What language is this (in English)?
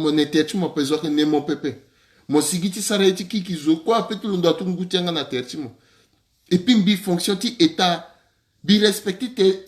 Sango